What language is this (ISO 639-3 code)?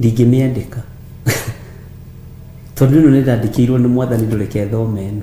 kik